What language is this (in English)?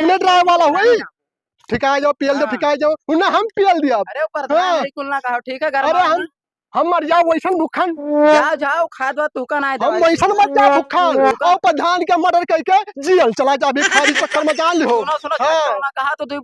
Awadhi